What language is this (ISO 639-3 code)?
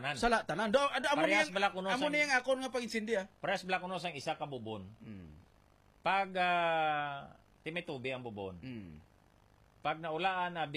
hil